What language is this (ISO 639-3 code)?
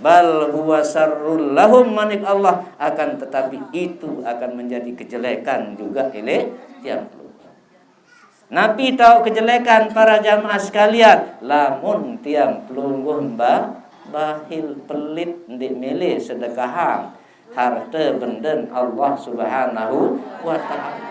sas